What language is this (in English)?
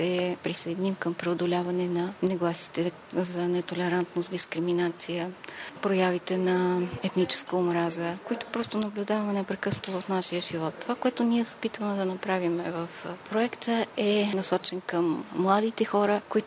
Bulgarian